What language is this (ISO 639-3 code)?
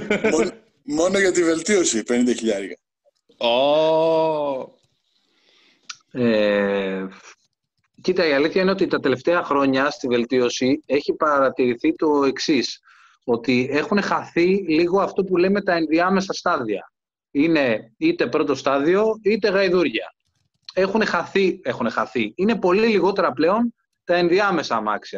ell